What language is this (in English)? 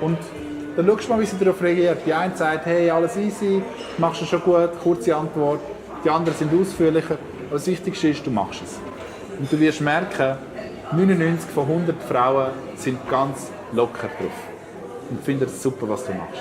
Swiss German